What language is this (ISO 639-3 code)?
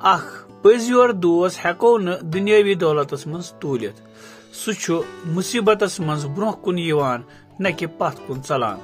kas